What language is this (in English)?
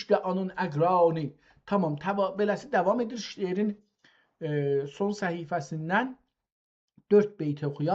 South Azerbaijani